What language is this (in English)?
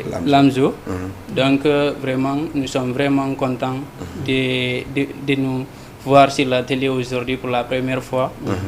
Fula